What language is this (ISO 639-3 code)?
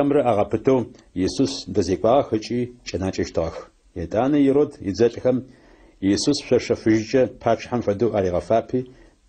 ady